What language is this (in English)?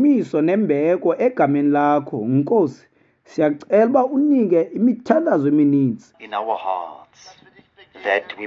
Xhosa